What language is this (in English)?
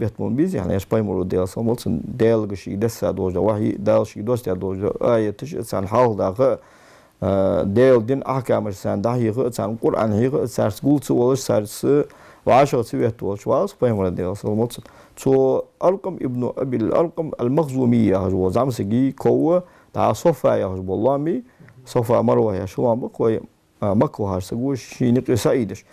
Ingush